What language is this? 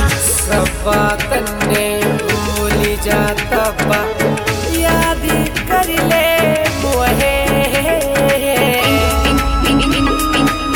Bhojpuri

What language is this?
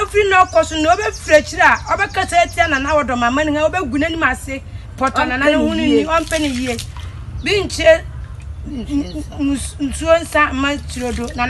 Akan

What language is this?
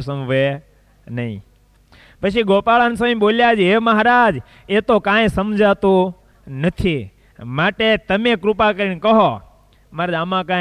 Gujarati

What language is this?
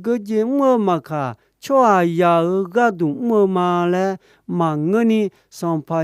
Akha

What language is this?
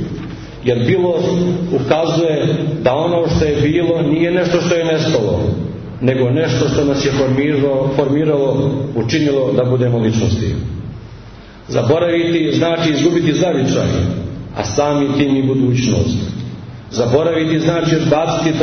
Serbian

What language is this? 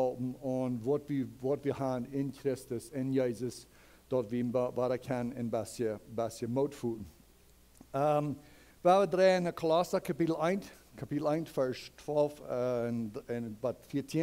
Plautdietsch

